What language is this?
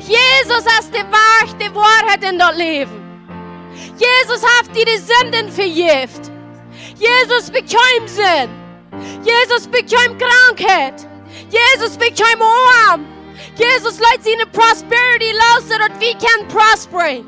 Plautdietsch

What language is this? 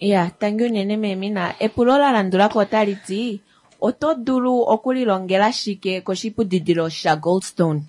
Kuanyama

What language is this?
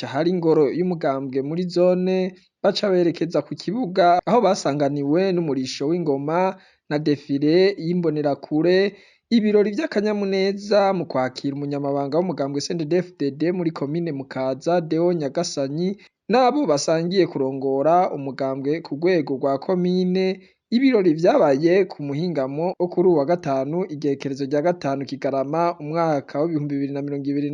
Rundi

